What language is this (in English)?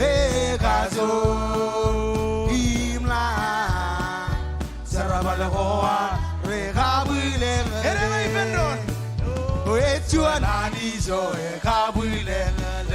Marshallese